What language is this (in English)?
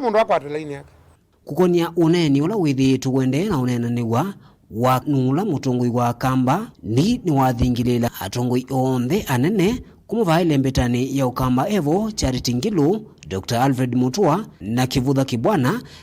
Kamba